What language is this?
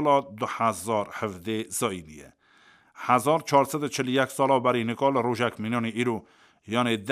Kurdish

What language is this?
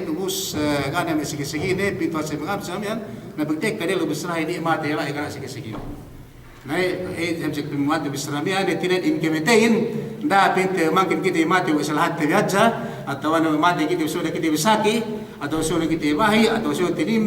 Yakan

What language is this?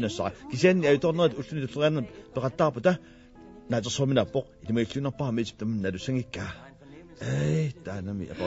Kalaallisut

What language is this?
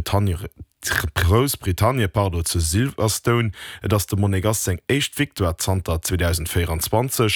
Luxembourgish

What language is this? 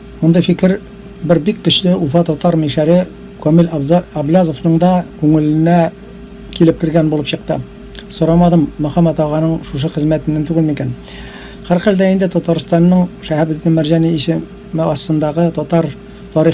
Tatar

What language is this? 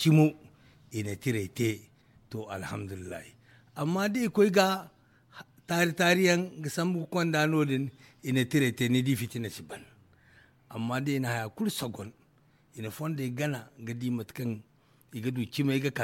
Zarma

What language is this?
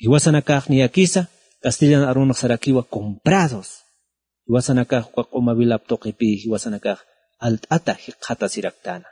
Aymara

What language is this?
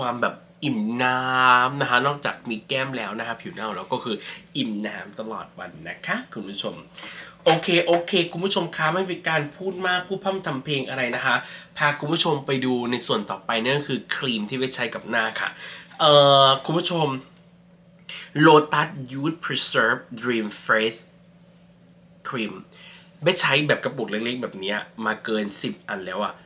Thai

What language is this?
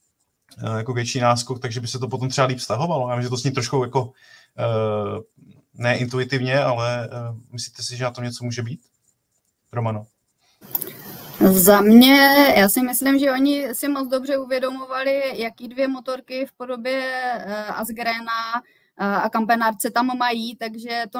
Czech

